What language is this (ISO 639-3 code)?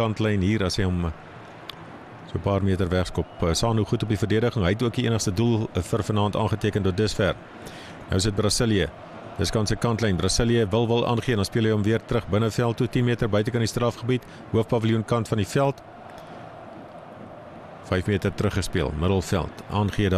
afr